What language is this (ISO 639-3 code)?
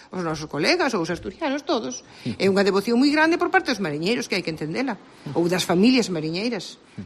glg